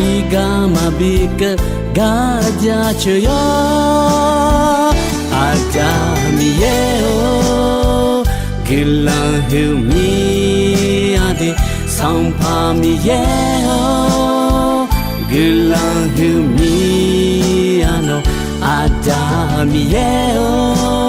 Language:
Akha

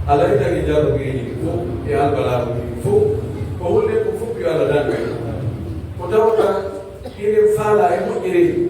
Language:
Pular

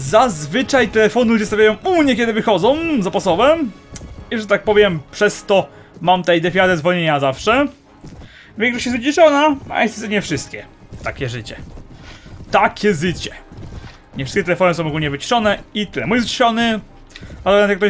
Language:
Polish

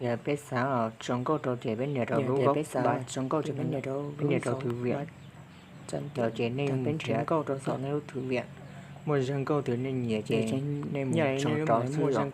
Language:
Hmong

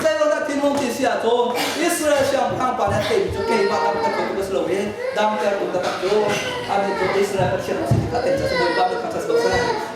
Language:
Hakha Chin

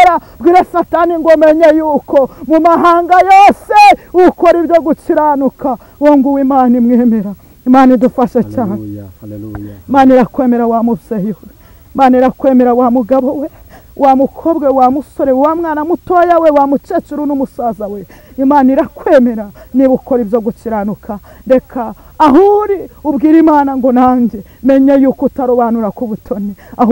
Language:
Kinyarwanda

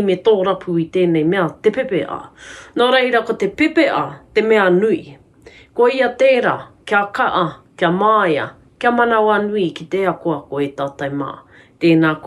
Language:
Māori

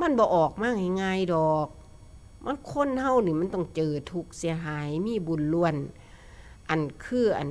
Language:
Northeastern Thai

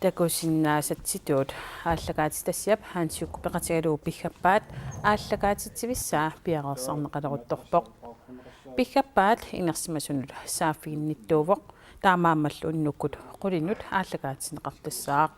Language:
Kalaallisut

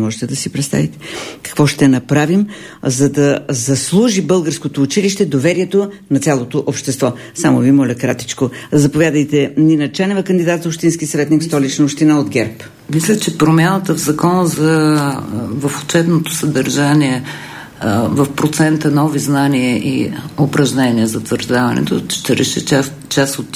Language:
Bulgarian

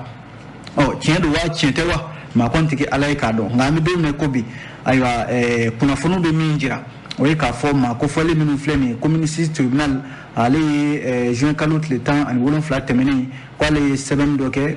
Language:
Bambara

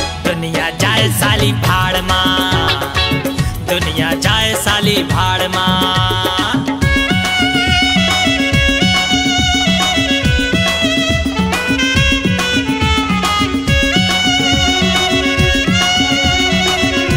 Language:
Bundeli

